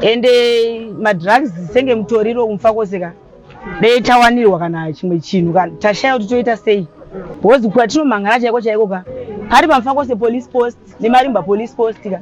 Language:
Shona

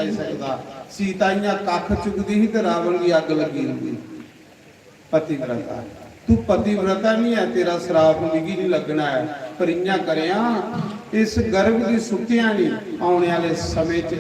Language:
Dogri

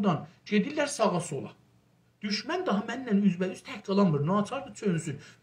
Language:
South Azerbaijani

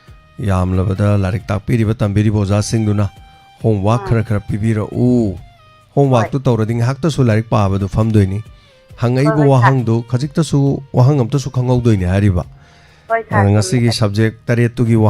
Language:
Manipuri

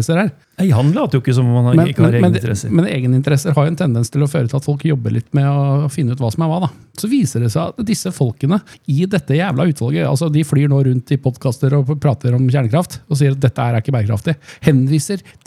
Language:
Norwegian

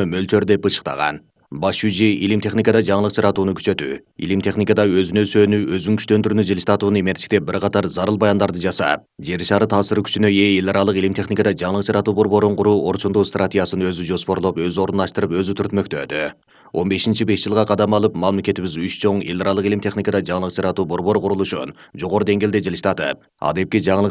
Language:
Kyrgyz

